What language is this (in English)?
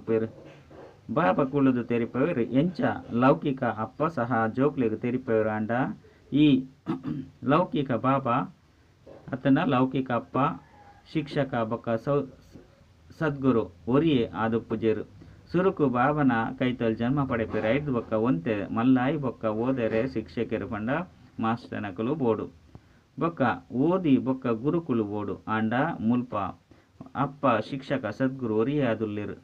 Tulu